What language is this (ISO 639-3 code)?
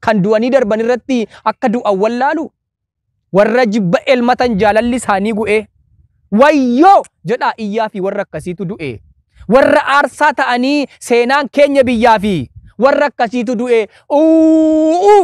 orm